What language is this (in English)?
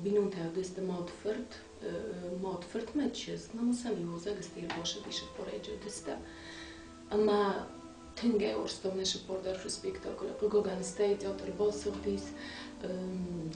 Ossetic